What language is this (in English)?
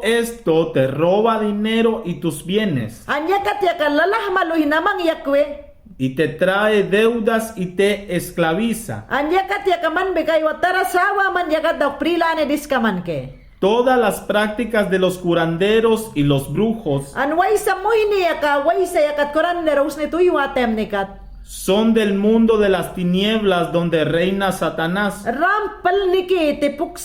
Mayangna